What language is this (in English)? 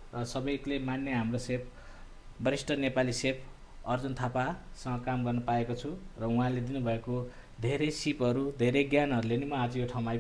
Nepali